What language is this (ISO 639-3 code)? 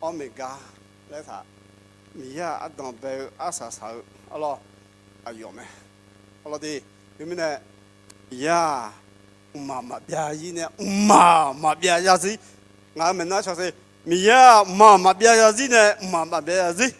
ahk